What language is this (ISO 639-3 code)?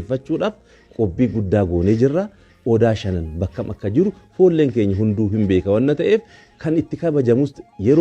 orm